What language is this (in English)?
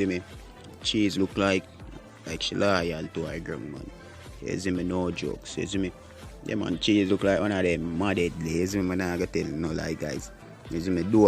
Jamaican Creole English